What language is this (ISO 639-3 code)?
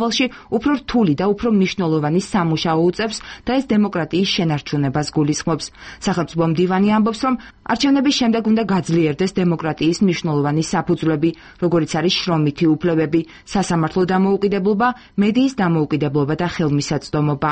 kat